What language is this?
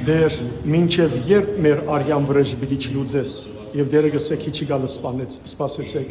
Western Armenian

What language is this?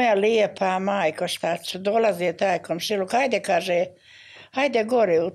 Bosnian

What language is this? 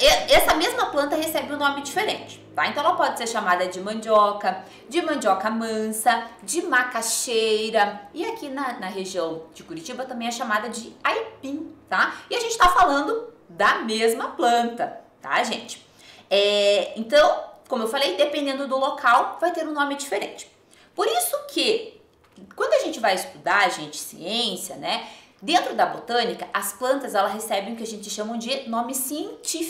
Portuguese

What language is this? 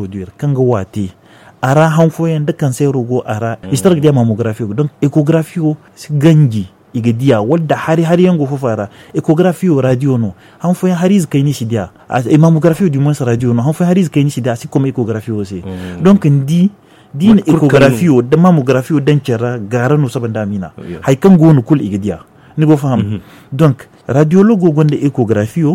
Zarma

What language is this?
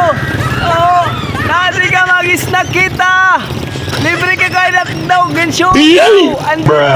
Waray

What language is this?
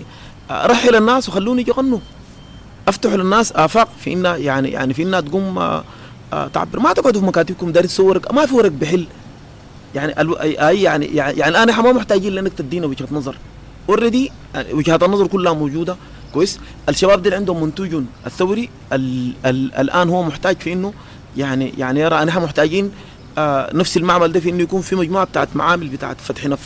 Sudanese Arabic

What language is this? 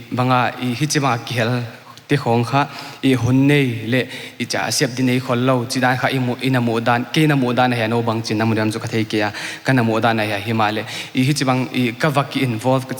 Paite Chin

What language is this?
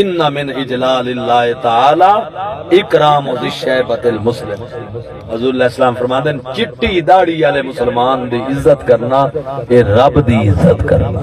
Saraiki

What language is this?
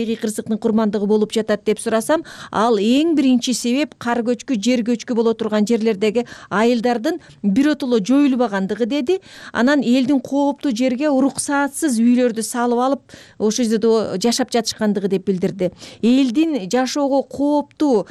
Kyrgyz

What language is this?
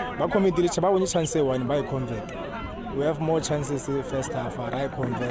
Tswana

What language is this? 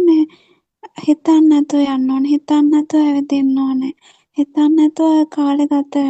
Sinhala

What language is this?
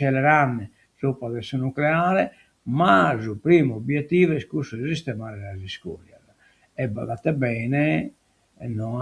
Sardinian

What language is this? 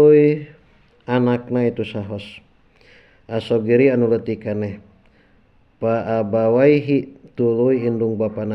Sundanese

